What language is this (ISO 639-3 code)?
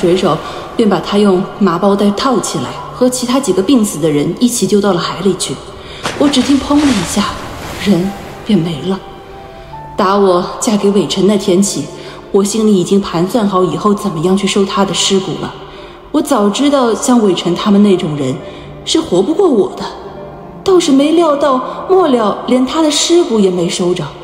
zho